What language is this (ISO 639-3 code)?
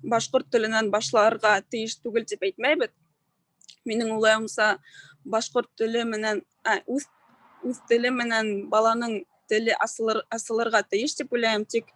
bak